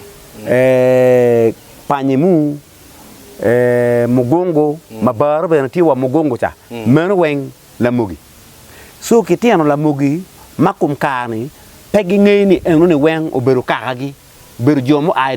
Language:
Acoli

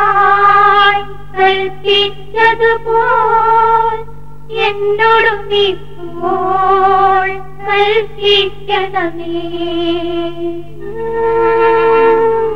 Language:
Malayalam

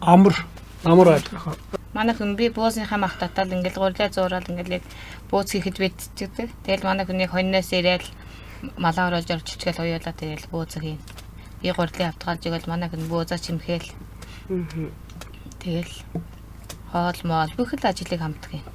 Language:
Mongolian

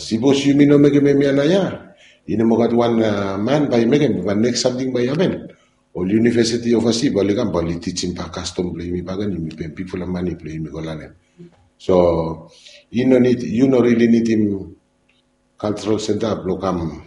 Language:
Bislama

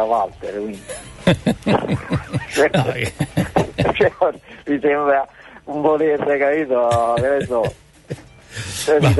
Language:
Italian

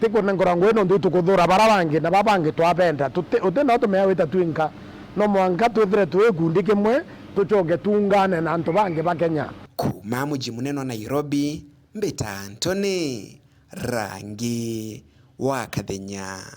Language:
Meru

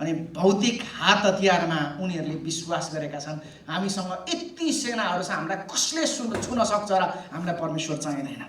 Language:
Nepali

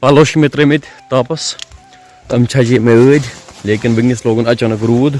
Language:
Kashmiri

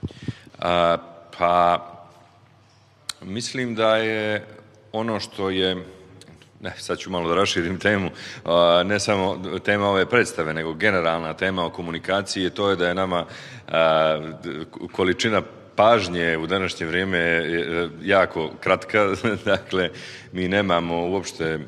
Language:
Bosnian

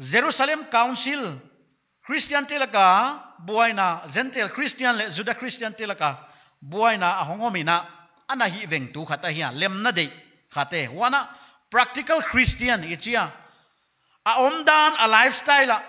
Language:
Paite Chin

